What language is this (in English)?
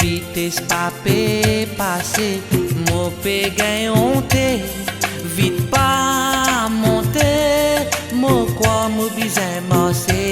Morisyen